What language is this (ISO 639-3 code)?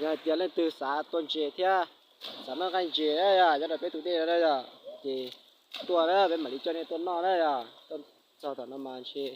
hmn